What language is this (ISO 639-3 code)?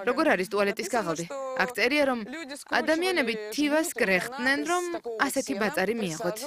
kat